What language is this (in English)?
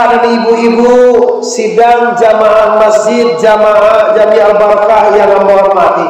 Minangkabau